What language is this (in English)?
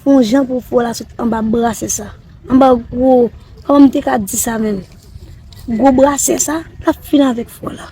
Haitian Creole